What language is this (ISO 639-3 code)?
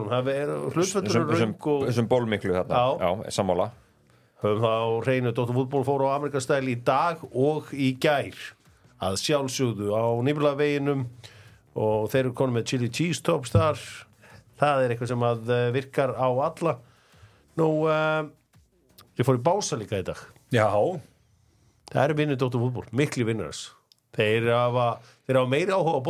isl